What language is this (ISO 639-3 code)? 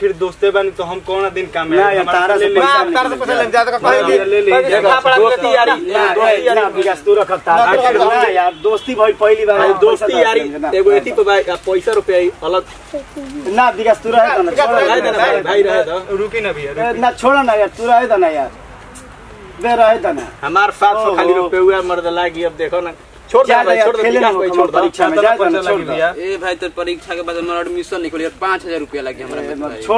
bho